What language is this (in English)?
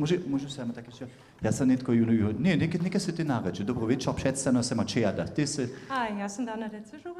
Upper Sorbian